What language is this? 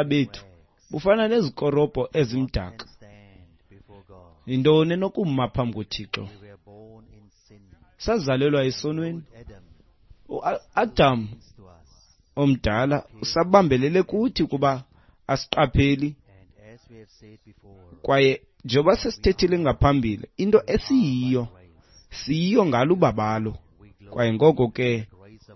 Xhosa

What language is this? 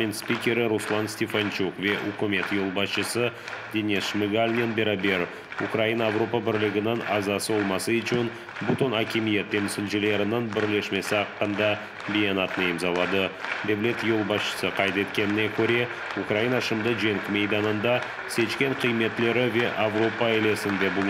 Crimean Tatar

